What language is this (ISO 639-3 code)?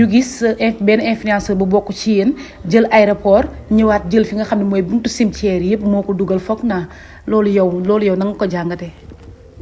wol